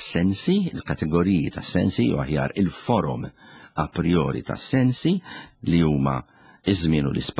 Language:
Maltese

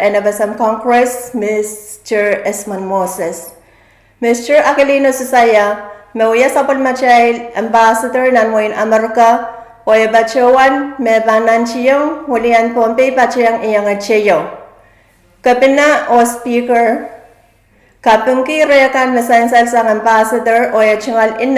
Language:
Pohnpeian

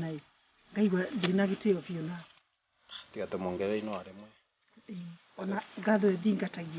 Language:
Kikuyu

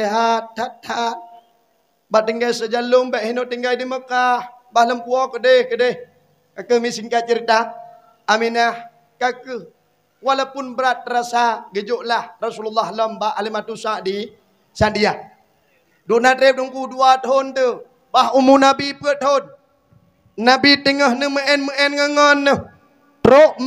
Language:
Achinese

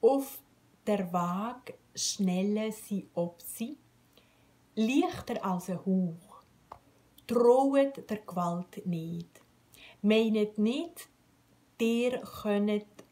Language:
Swiss German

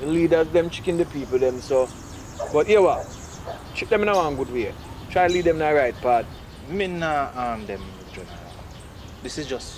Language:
Jamaican Creole English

